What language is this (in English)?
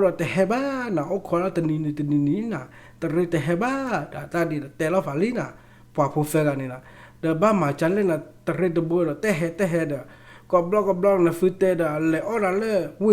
S'gaw Karen